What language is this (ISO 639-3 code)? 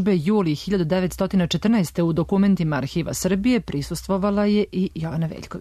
srp